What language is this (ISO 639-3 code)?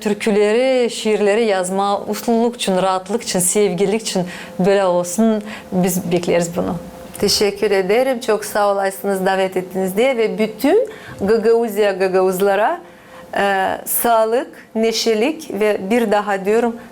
gag